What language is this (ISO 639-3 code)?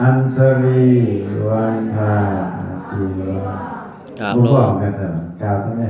lao